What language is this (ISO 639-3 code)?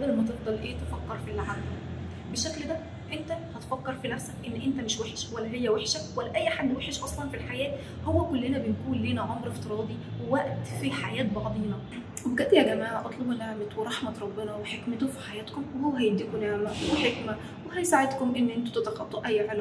arz